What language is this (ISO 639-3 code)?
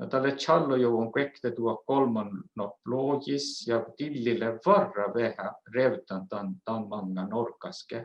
sme